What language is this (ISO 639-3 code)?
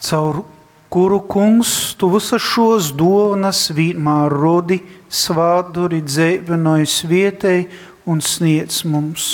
ltg